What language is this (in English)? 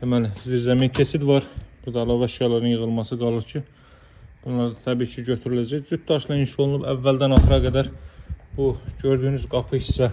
Azerbaijani